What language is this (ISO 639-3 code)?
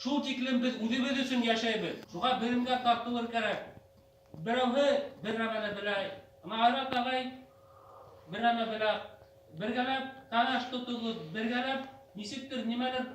bak